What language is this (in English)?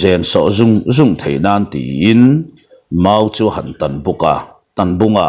Mizo